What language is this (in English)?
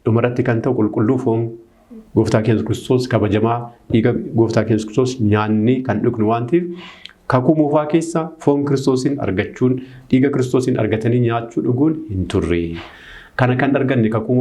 Oromo